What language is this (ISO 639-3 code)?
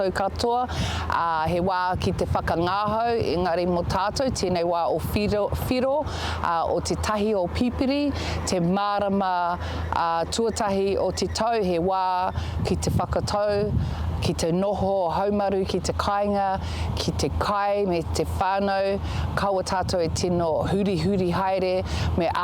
mri